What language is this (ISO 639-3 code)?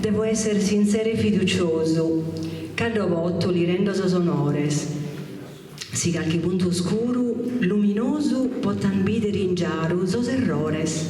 srd